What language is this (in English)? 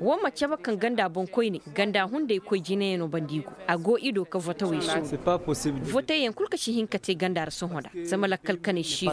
Koyraboro Senni